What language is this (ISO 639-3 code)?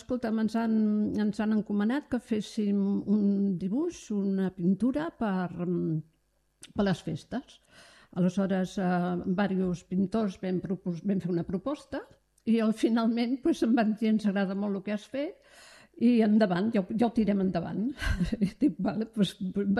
cat